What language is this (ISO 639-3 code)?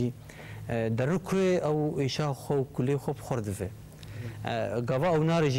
kur